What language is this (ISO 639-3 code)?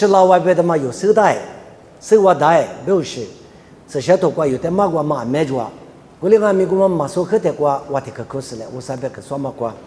lis